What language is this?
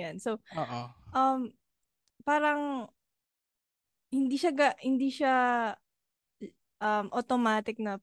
Filipino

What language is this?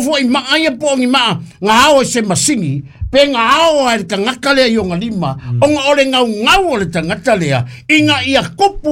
Samoan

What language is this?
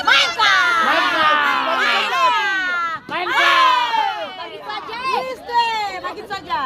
Ambonese Malay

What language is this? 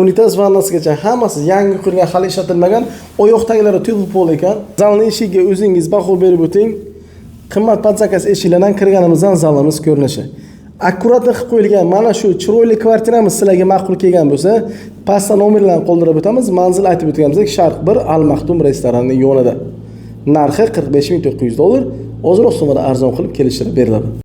Uzbek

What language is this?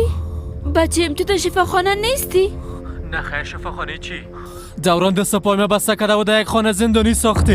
Persian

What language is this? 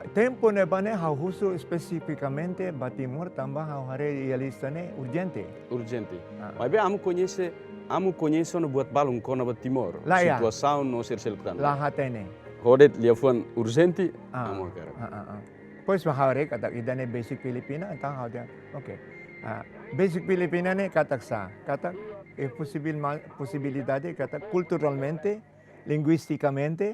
Tetum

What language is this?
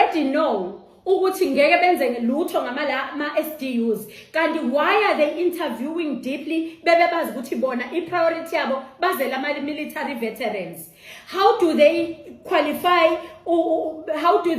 Zulu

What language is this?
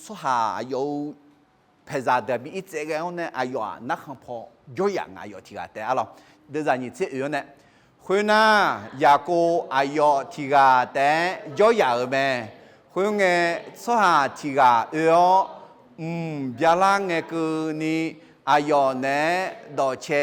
Akha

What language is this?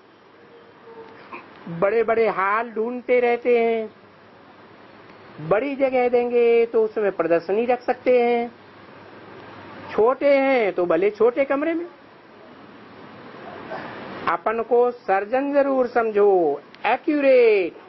Hindi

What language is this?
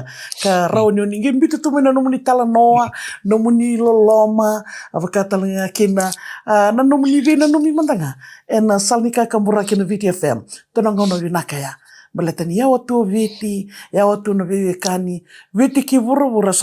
Fijian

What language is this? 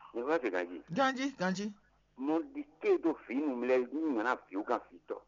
Fon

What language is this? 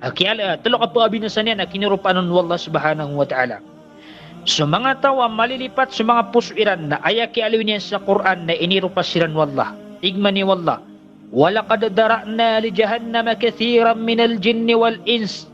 Maranao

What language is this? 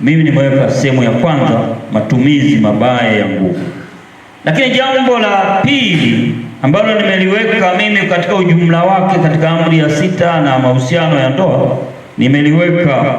Swahili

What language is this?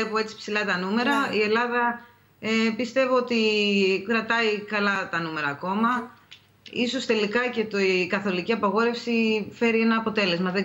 Greek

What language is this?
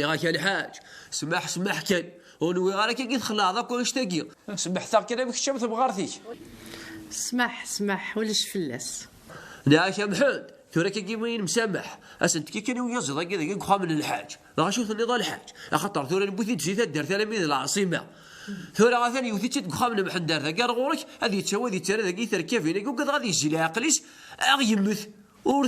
Kabyle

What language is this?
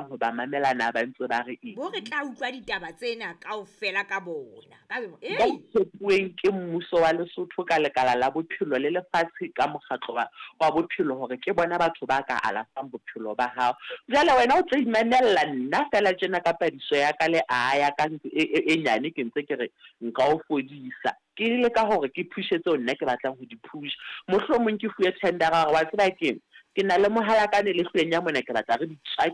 Southern Sotho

